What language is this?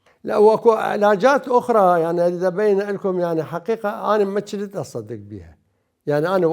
Mesopotamian Arabic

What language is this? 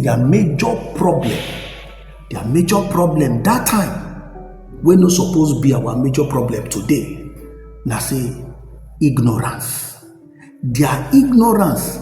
Nigerian Pidgin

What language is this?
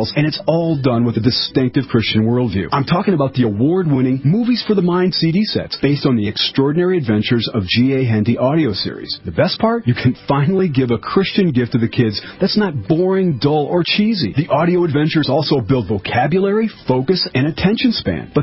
English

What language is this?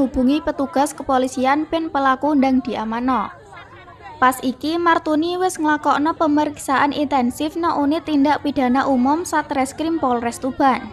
Javanese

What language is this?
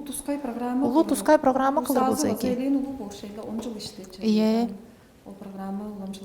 Tuvinian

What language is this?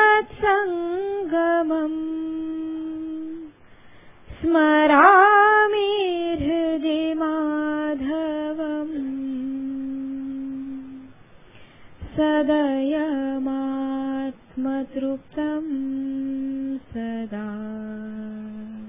Marathi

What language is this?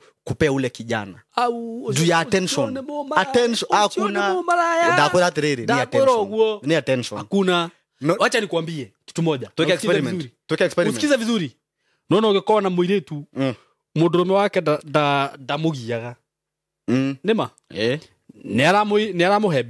Kikuyu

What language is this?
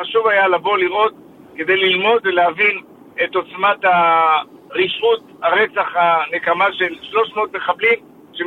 Hebrew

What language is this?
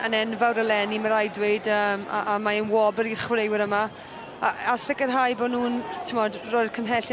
Welsh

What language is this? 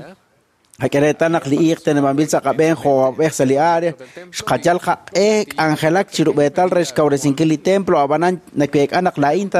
Kekchí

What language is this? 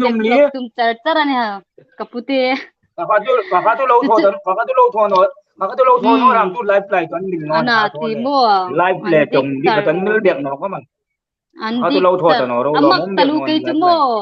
Hmar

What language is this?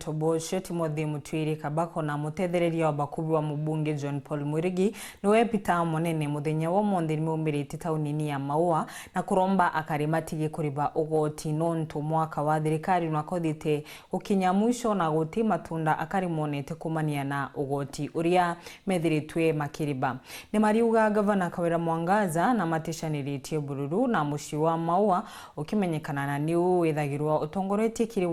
Meru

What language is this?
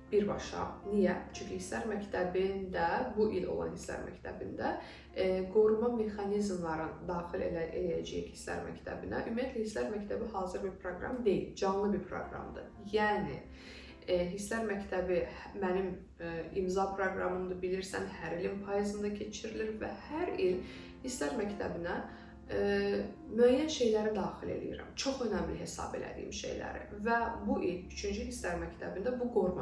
Azerbaijani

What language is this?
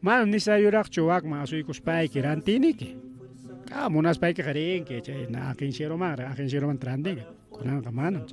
Ayacucho Quechua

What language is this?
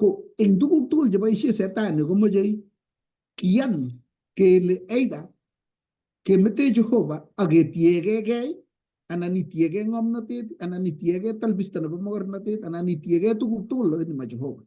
Kalenjin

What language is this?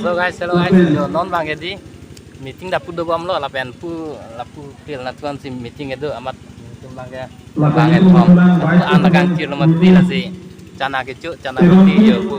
Karbi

